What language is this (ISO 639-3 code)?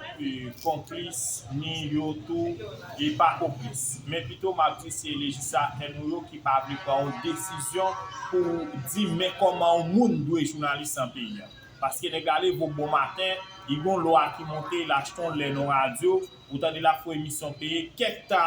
hat